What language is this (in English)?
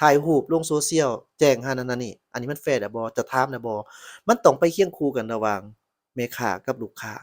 Lao